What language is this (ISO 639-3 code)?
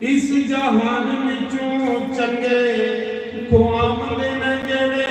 doi